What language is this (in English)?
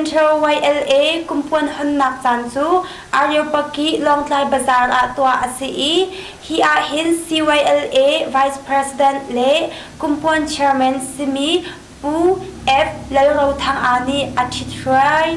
Hakha Chin